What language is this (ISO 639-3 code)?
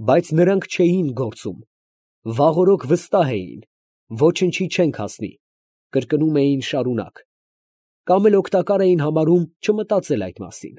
hye